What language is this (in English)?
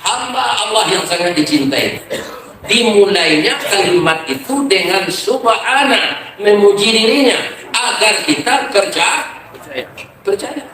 Minangkabau